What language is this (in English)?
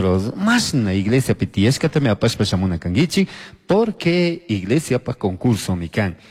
Chimborazo Highland Quichua